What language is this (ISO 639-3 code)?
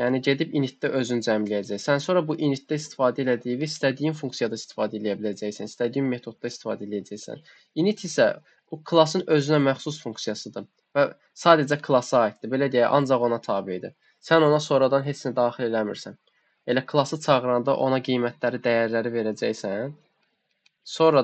aze